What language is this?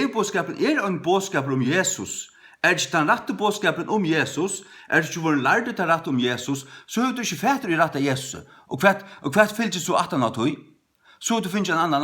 Faroese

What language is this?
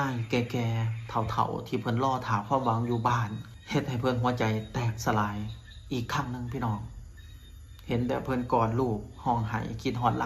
Lao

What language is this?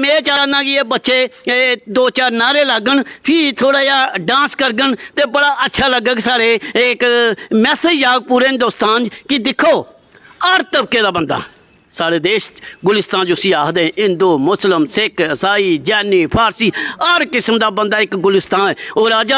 Dogri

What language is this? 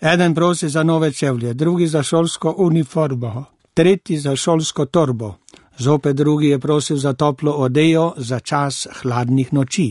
Slovenian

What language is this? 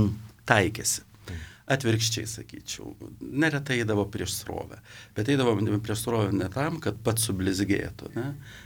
Lithuanian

